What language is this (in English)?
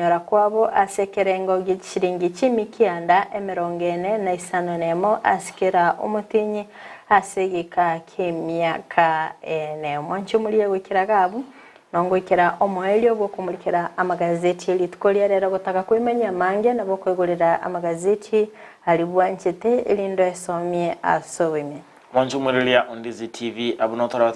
Gusii